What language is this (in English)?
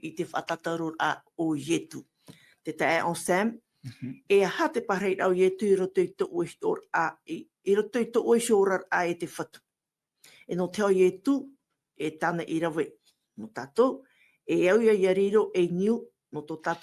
Tahitian